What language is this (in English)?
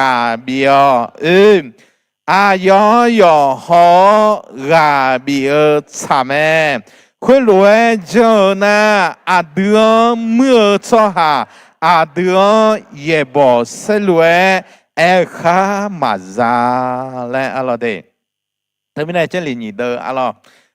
Akha